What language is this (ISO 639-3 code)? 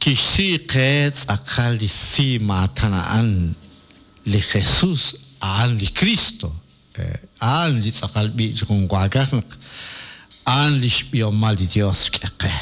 kek